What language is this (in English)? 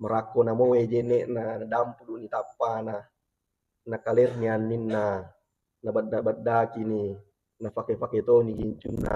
Buginese